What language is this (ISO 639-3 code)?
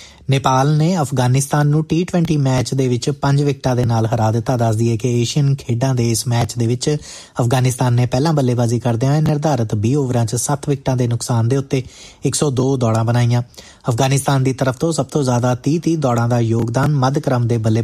pan